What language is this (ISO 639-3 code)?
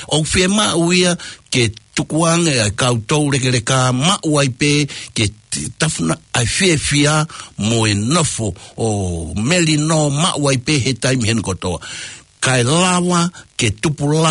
ton